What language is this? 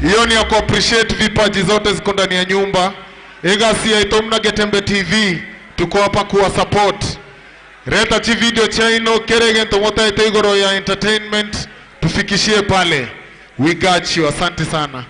Gusii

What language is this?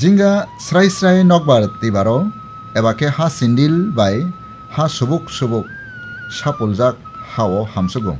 Kok Borok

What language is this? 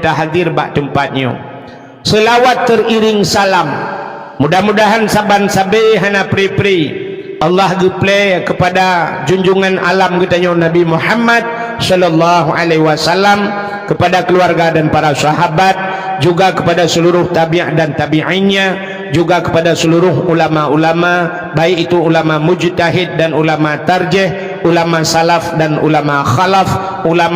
Achinese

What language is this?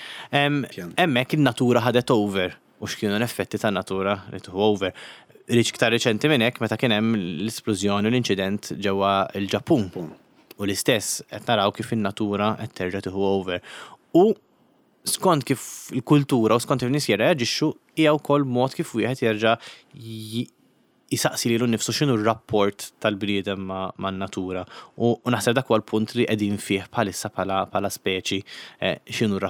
Maltese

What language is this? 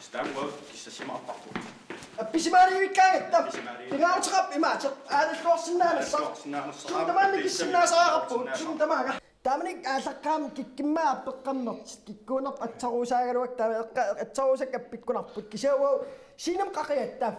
Kalaallisut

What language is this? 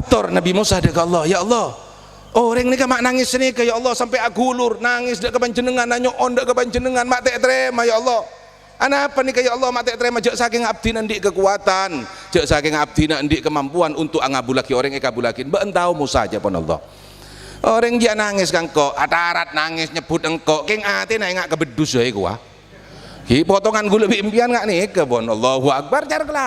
Madurese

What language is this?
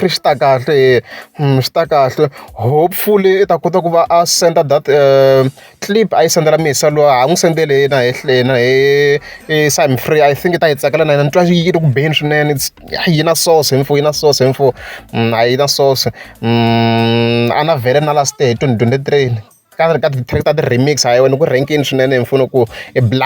Tsonga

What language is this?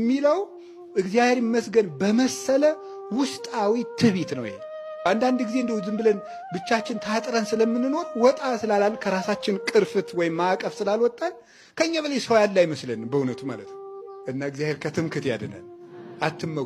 Amharic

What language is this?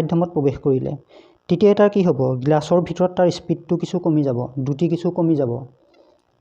Assamese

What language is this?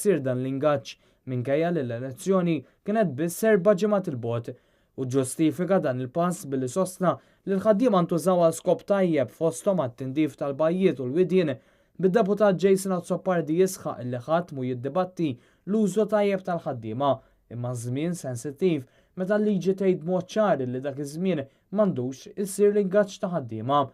Maltese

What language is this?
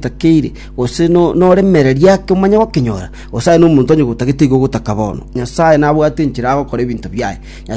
Gusii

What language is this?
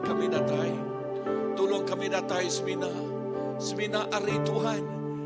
Iban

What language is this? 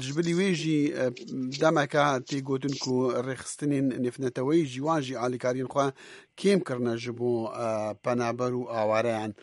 Kurdish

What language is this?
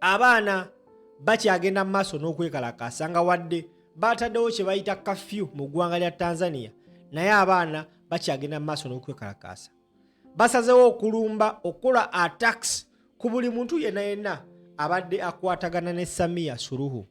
Ganda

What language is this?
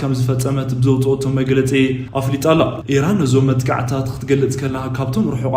Tigrinya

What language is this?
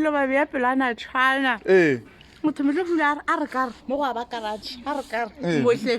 Northern Sotho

